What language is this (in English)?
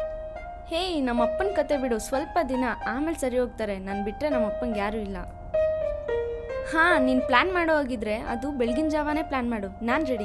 Kannada